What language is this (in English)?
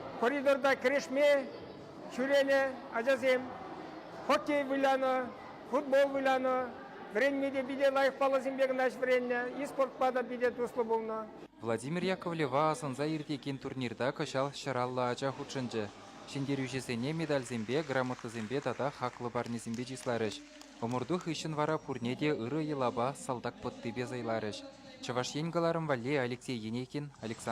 Chuvash